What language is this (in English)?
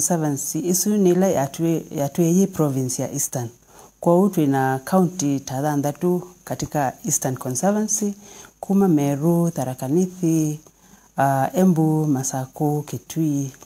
Kamba